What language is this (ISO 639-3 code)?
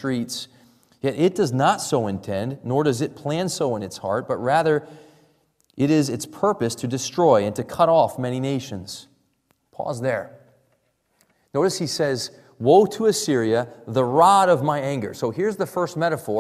eng